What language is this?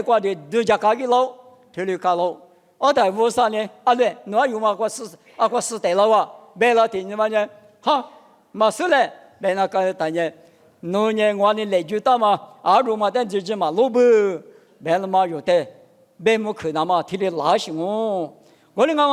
Lisu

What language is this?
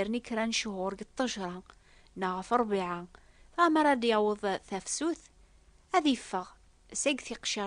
Kabyle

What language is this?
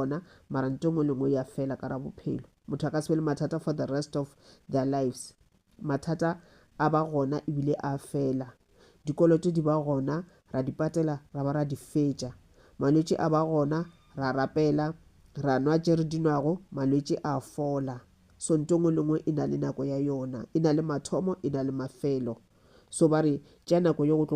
Northern Sotho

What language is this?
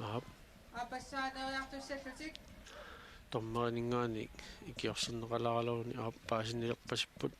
Kalaallisut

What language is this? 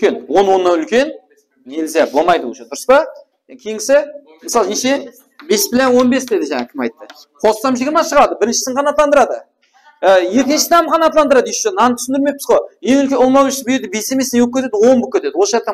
Kara-Kalpak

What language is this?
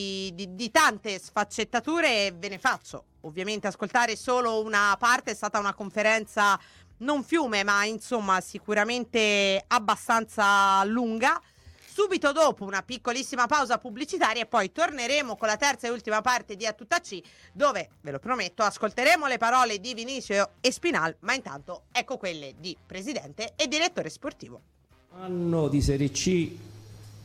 Italian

